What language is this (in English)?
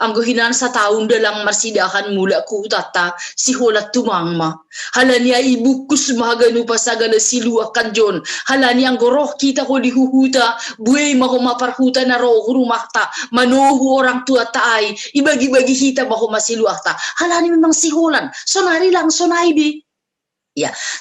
Batak Simalungun